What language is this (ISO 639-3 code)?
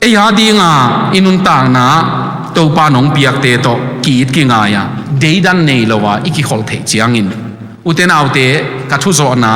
ctd